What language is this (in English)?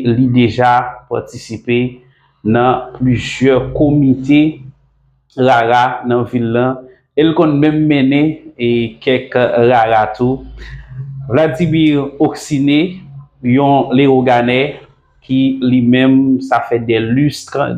Haitian Creole